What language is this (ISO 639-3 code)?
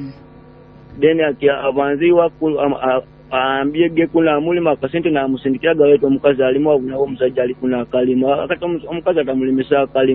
nyo